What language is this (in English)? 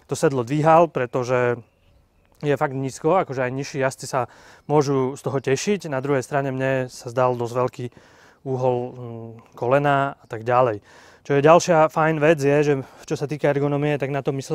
Slovak